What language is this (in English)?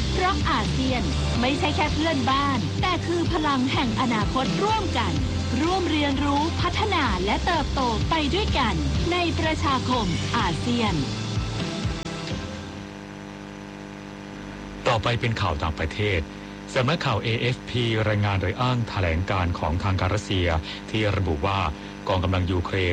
Thai